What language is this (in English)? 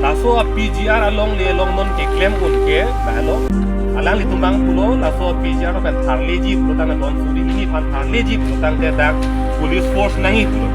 Karbi